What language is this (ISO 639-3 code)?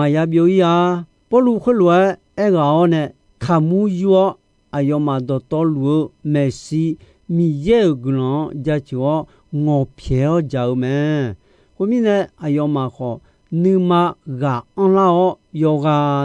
ahk